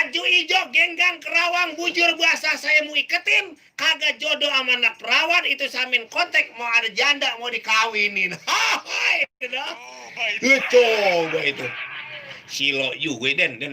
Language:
Betawi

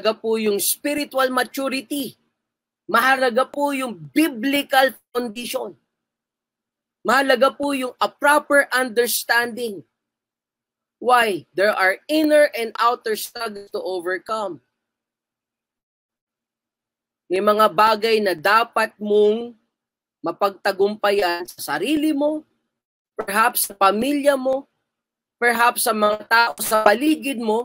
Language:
Filipino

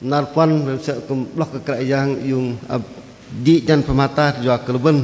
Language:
Bahnar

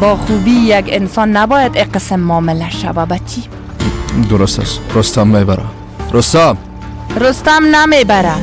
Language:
Persian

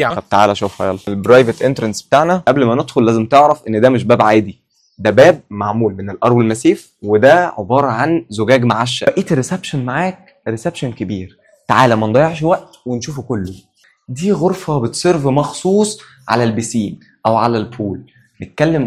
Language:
Egyptian Arabic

